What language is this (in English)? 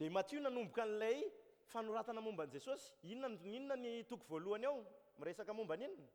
Malagasy